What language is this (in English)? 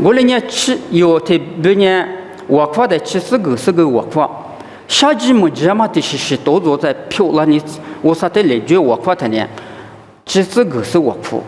Lisu